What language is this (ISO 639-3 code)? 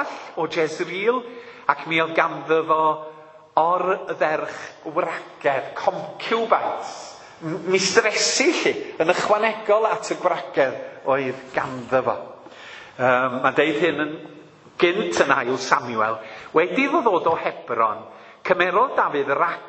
cym